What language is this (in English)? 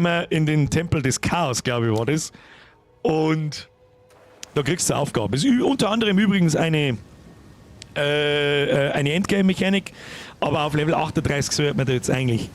Bavarian